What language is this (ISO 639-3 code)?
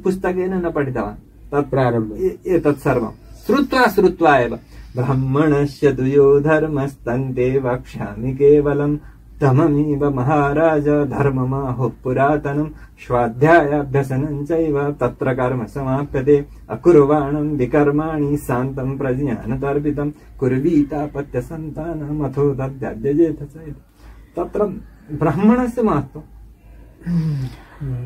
san